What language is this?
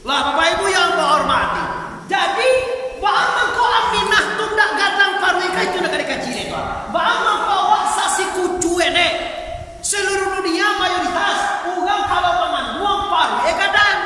Minangkabau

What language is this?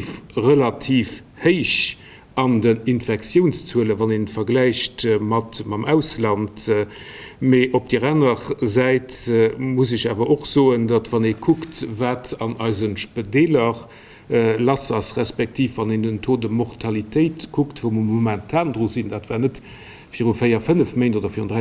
Luxembourgish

